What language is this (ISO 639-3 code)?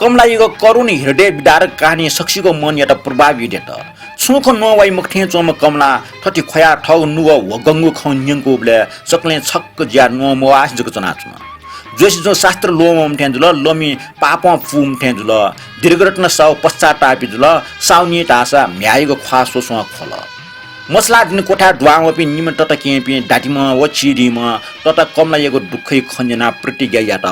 new